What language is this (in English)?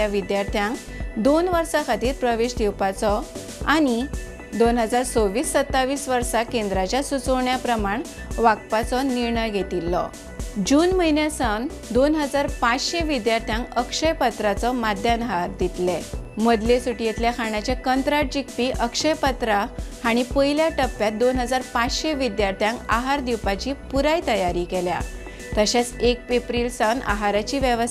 Konkani